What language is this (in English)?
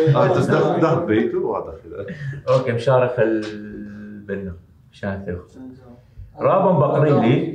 Arabic